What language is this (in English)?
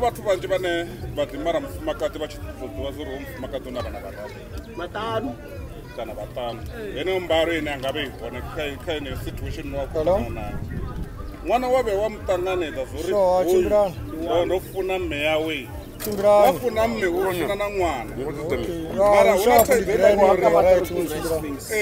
Venda